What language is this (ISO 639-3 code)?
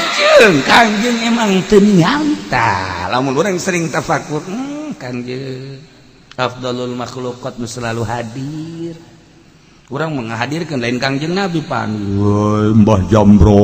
sun